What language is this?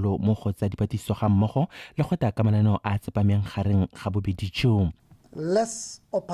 Tswana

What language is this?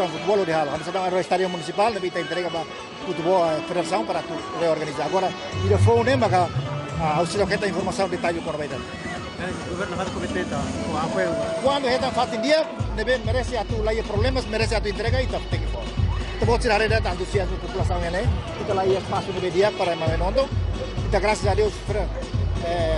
Tetum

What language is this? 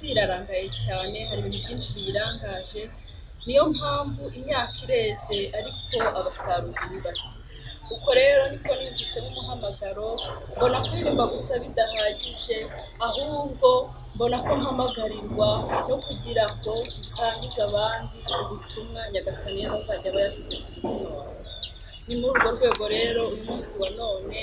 Kinyarwanda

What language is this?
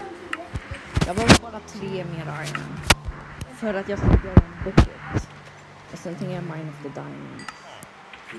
Swedish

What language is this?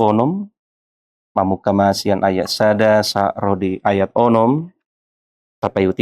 Batak Toba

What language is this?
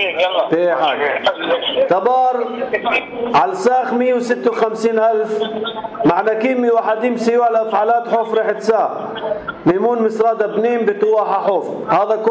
North Levantine Arabic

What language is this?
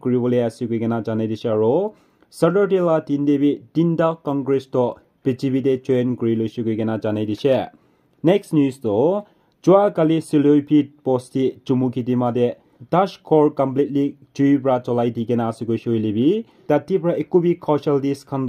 Naga Pidgin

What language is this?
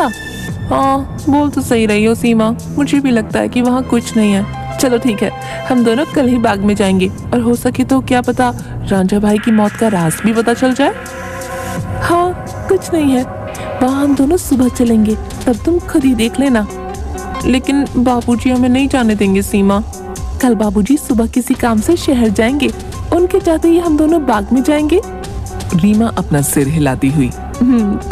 Hindi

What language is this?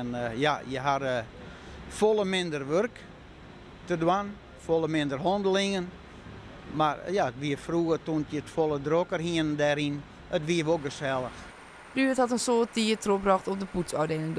Western Frisian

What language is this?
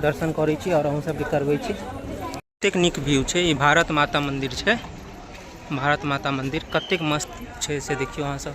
Maithili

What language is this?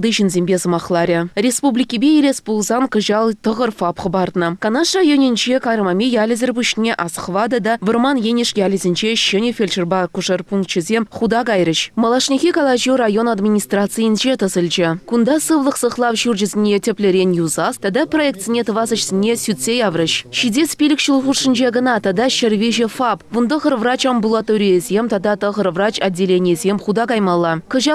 Chuvash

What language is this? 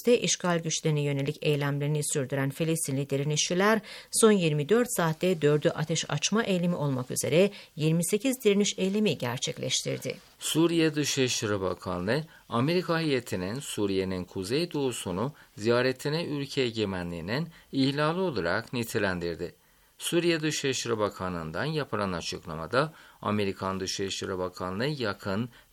Turkish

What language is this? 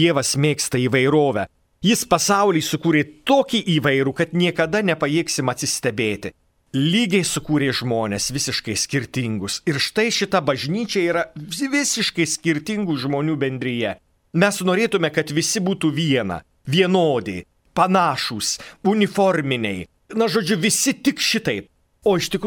Lithuanian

